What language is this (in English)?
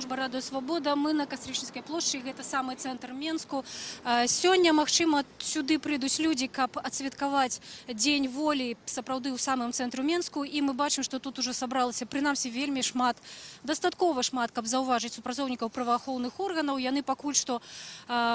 Belarusian